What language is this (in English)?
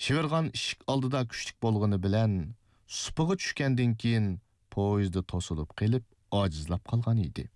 Uyghur